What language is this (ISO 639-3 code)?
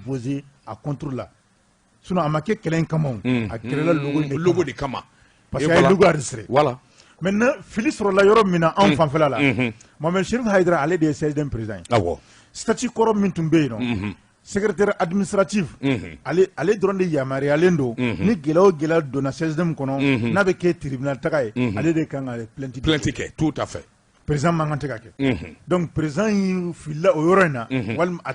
bam